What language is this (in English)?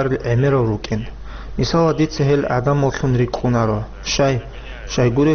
Avaric